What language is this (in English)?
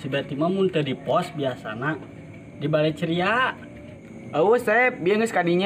Sundanese